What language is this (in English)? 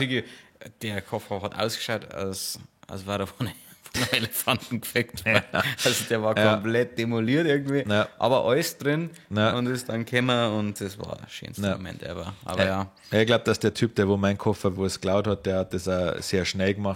Bavarian